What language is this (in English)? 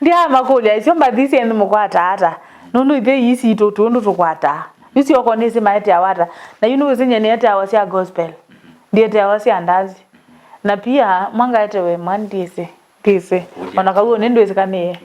Kamba